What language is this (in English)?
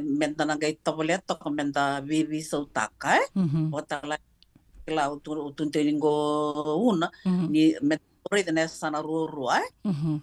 Fijian